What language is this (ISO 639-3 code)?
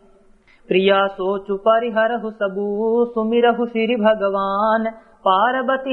awa